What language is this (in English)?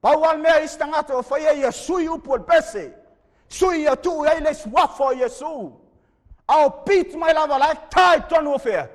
Samoan